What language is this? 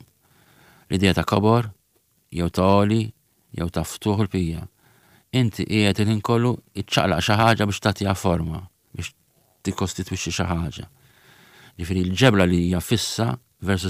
Maltese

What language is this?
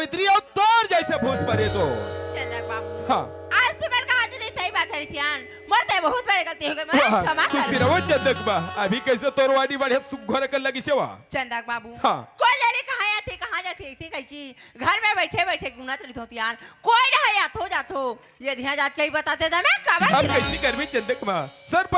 Chhattisgarhi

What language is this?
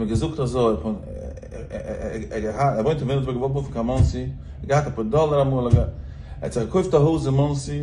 Yiddish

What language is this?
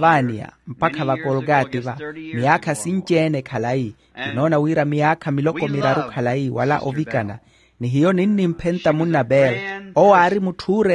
Makhuwa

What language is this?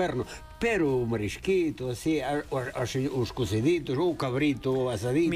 Galician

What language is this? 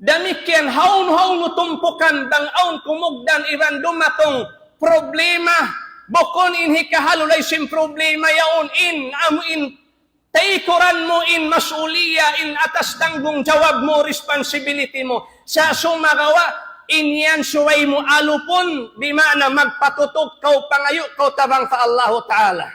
Tausug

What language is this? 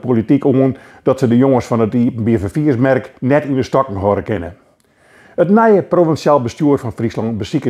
Western Frisian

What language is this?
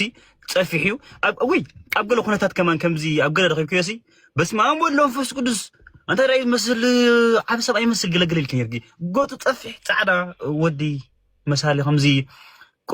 Tigrinya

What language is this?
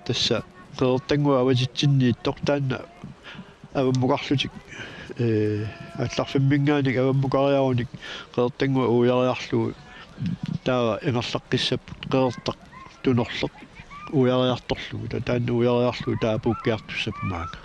Kalaallisut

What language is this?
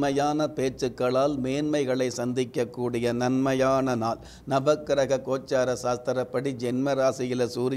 Tamil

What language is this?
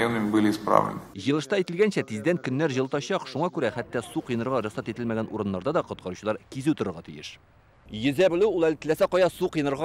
Tatar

